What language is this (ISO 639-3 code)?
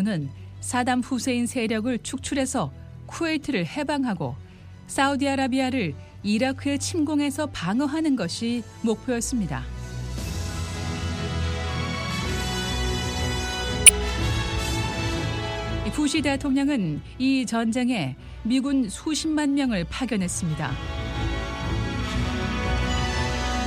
kor